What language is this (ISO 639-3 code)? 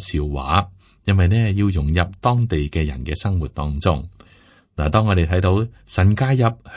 yue